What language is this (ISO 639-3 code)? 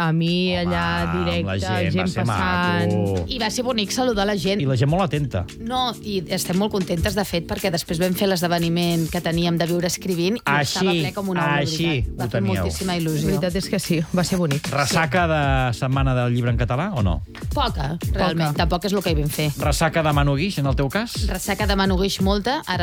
cat